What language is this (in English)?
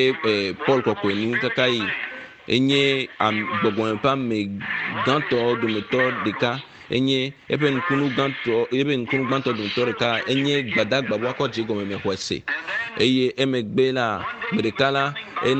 Ewe